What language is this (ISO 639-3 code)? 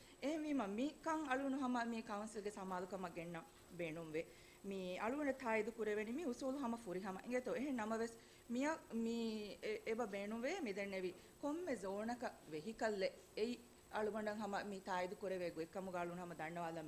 div